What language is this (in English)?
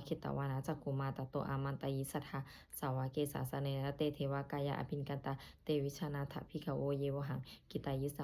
Pali